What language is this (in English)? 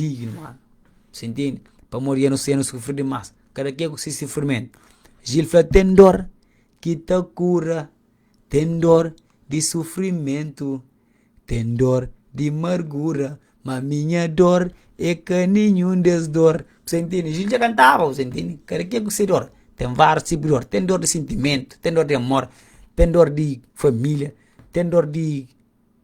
Kabuverdianu